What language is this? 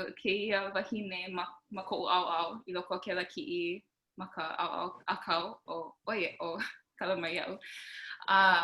Hawaiian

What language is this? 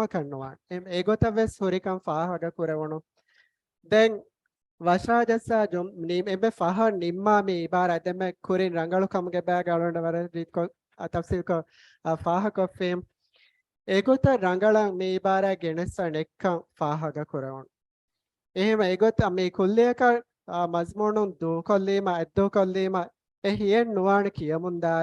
Divehi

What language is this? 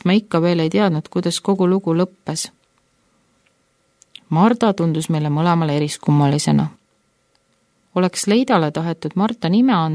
Estonian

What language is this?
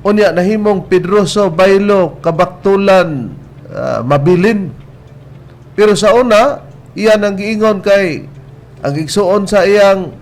Cebuano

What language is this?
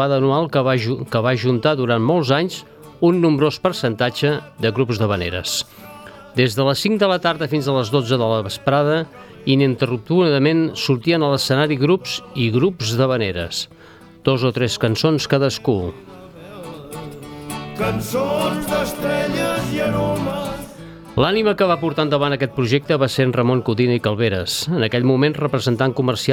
Catalan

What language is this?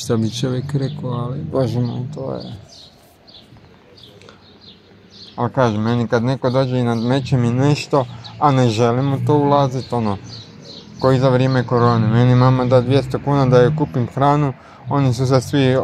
Croatian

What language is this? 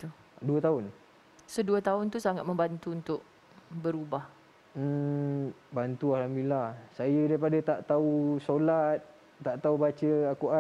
Malay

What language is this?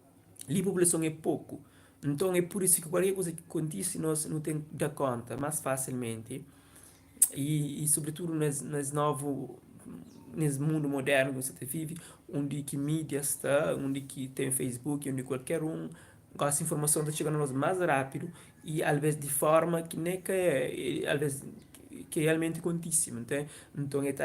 Kabuverdianu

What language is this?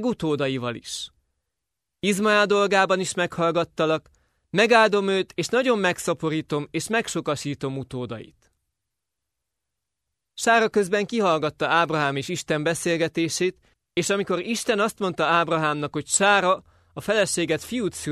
Hungarian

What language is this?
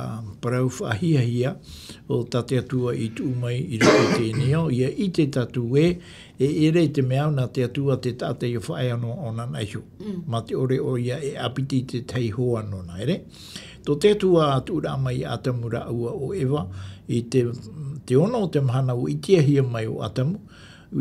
Tahitian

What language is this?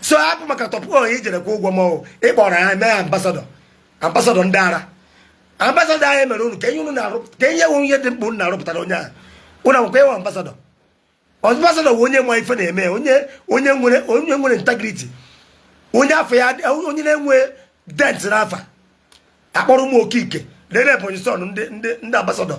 Igbo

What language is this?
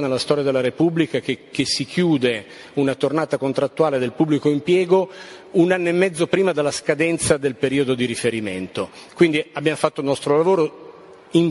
Italian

